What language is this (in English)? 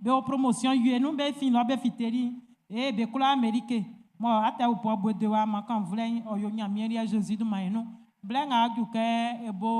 Baoulé